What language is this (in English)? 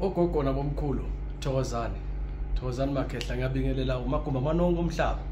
Zulu